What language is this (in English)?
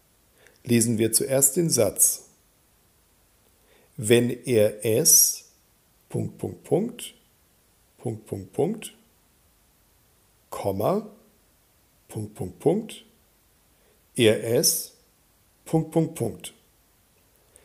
German